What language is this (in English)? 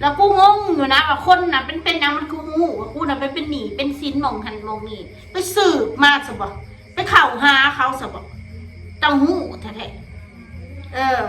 Northeastern Thai